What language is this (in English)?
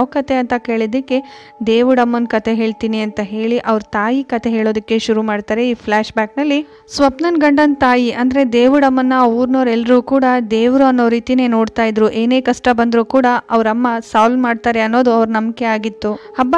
Kannada